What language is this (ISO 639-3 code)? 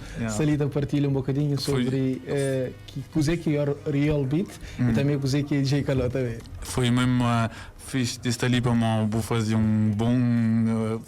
kea